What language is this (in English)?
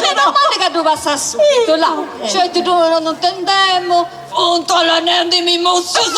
Sardinian